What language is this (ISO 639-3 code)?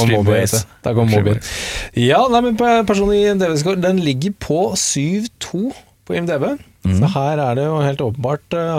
nor